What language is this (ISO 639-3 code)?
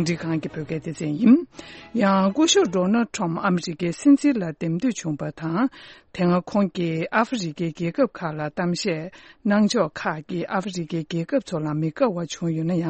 bod